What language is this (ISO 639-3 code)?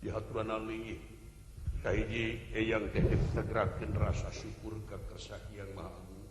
sun